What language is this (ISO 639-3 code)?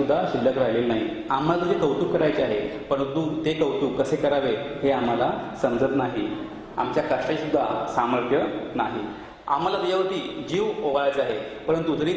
mar